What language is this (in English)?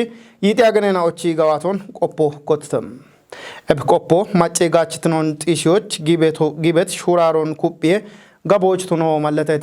Kafa